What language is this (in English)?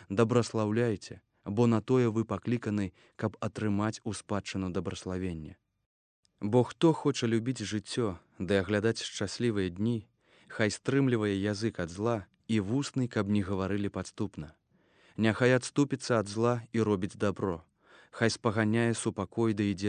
Belarusian